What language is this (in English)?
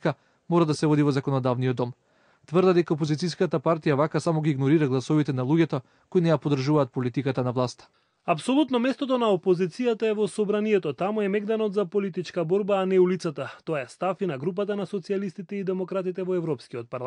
Macedonian